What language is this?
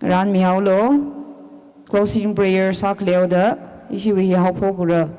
Tangkhul Naga (India)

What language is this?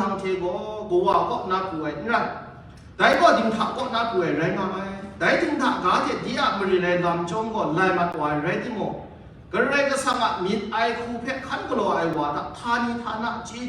Kachin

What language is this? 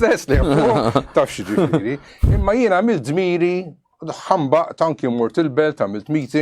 Maltese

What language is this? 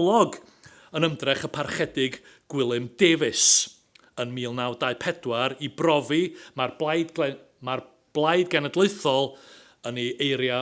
Welsh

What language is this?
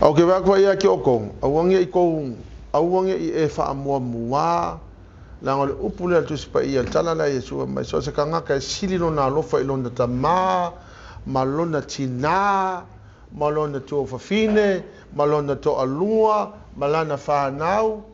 Samoan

